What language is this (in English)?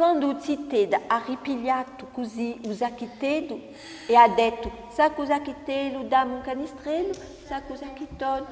Corsican